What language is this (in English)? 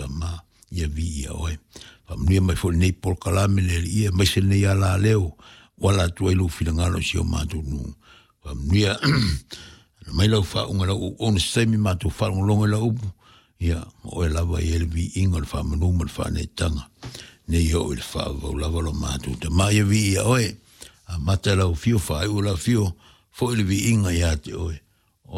Samoan